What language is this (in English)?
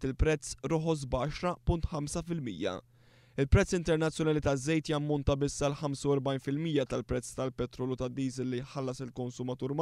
Maltese